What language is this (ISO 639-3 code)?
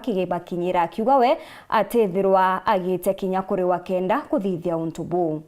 mer